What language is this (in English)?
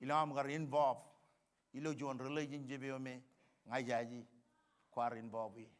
Marshallese